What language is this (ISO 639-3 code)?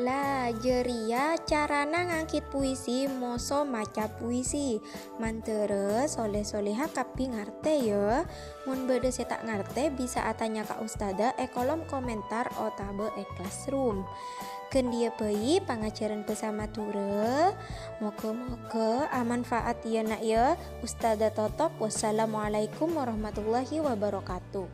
mad